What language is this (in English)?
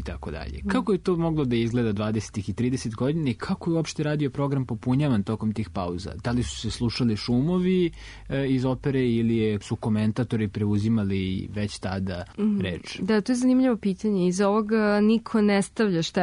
Serbian